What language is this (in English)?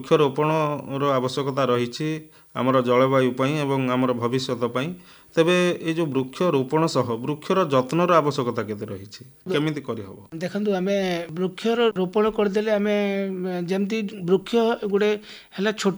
Odia